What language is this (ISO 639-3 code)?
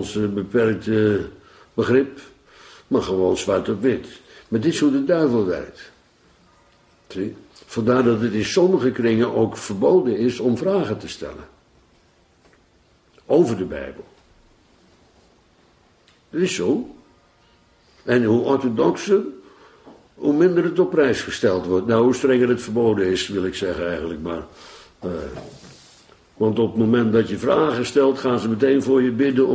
nld